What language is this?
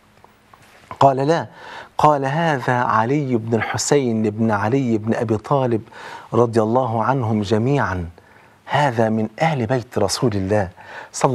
Arabic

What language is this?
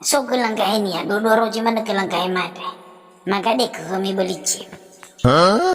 Nias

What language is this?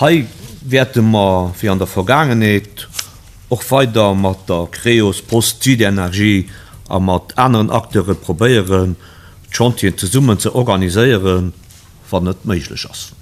Luxembourgish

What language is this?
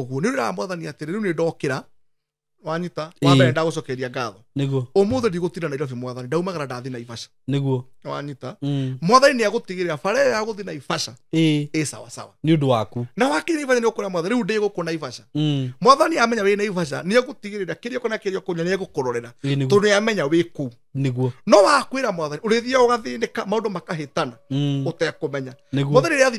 Kikuyu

